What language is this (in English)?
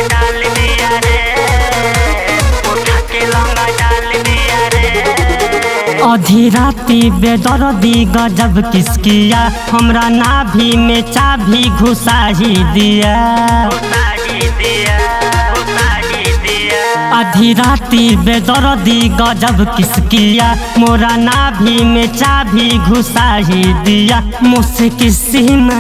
Bhojpuri